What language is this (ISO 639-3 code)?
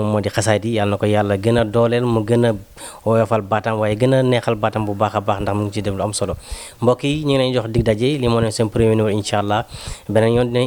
wol